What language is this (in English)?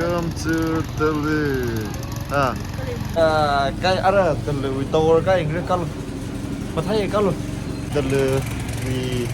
Tangkhul Naga (India)